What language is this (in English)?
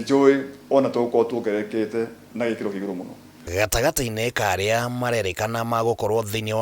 Kikuyu